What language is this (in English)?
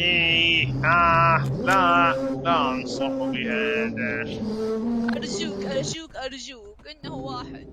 Mesopotamian Arabic